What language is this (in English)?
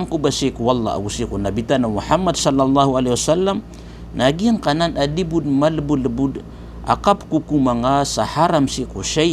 Maranao